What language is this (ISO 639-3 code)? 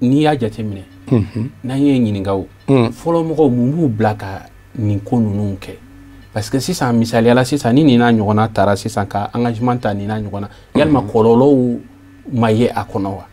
bam